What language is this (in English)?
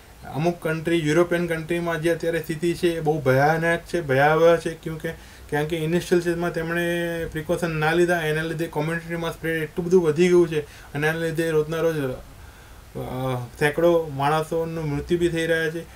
Gujarati